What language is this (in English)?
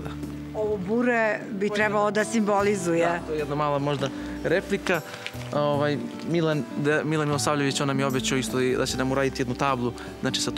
Serbian